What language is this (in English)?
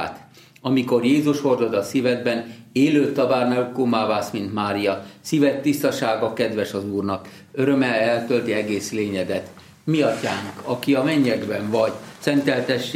Hungarian